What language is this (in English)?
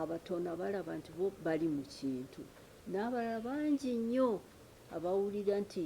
Ganda